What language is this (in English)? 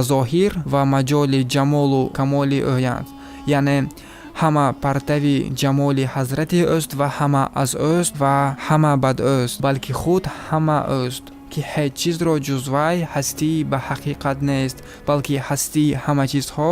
Tajik